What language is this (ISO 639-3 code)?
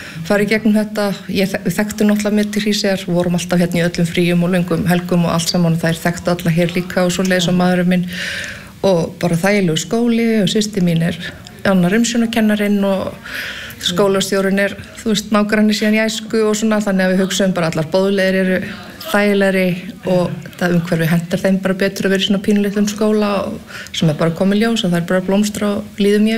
isl